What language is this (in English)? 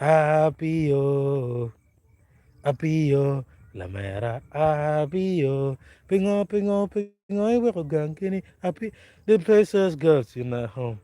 Acoli